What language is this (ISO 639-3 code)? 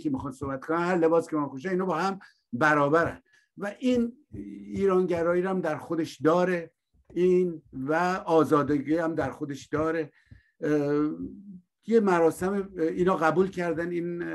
fas